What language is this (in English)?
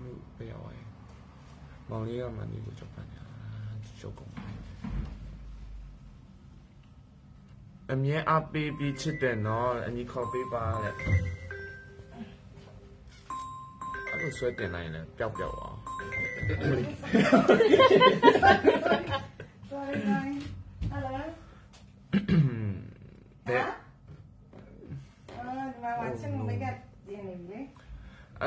Burmese